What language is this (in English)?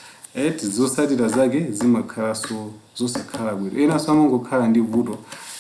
Nyanja